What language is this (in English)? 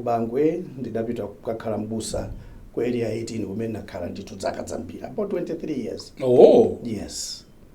Nyanja